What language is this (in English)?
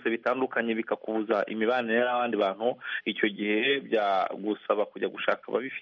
Kinyarwanda